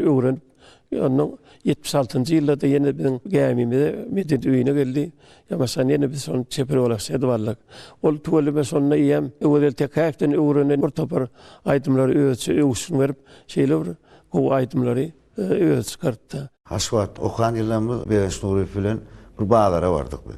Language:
Turkmen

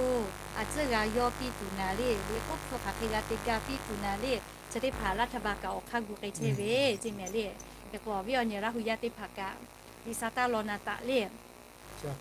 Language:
Lahu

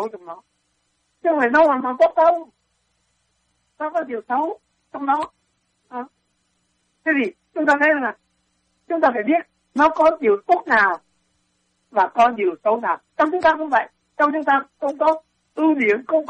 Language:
Vietnamese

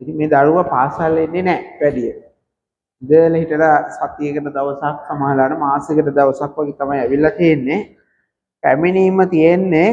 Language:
Sinhala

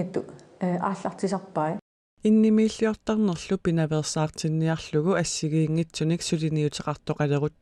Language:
Kalaallisut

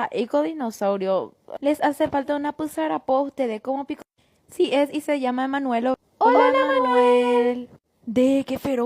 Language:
Guarani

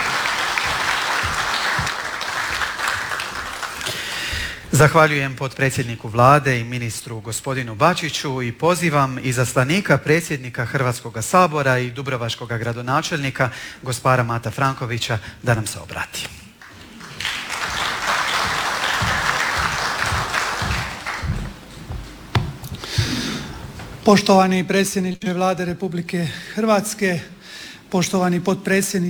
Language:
Croatian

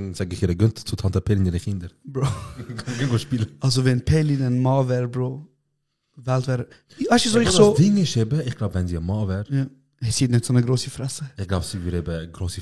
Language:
Swiss German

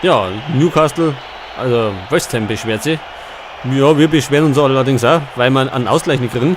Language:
Bavarian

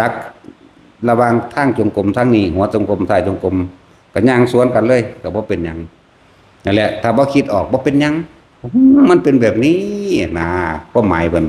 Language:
Northeastern Thai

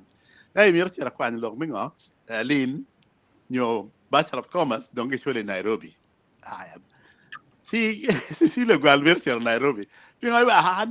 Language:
Acoli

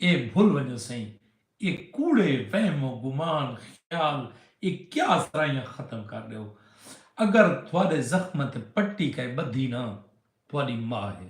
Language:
Saraiki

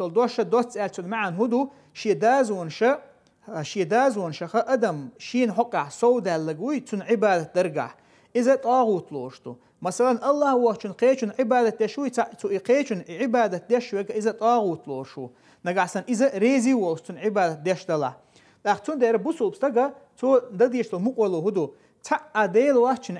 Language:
Chechen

